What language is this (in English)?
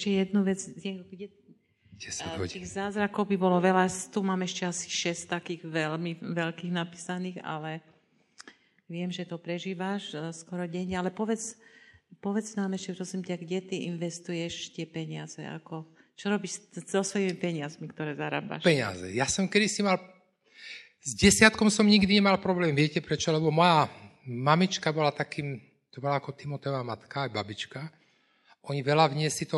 Slovak